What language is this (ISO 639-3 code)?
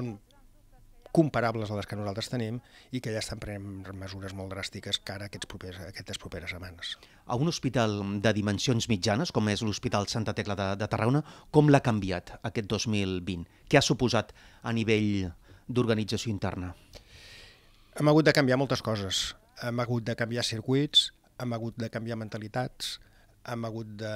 cat